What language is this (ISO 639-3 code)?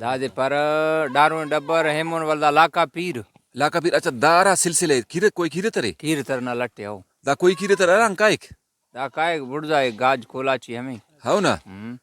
brh